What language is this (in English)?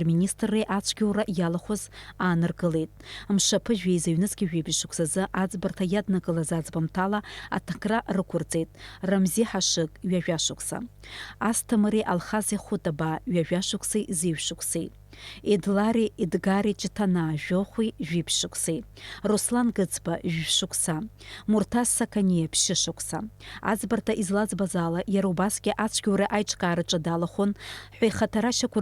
Abkhazian